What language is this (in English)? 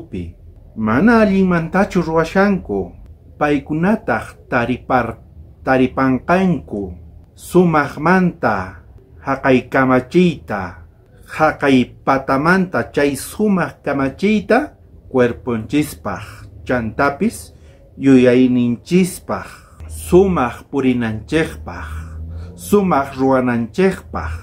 South Bolivian Quechua